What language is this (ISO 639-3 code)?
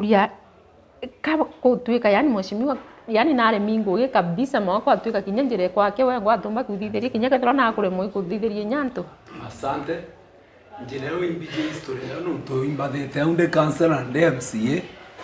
mer